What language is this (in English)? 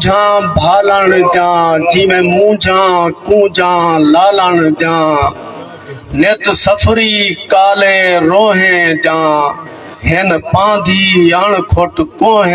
Saraiki